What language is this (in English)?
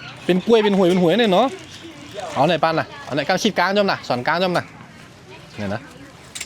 Shan